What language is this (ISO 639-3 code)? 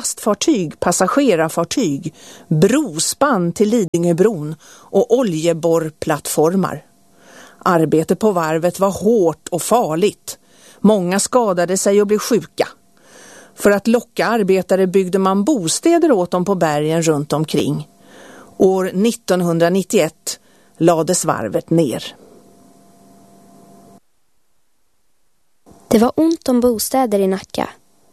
swe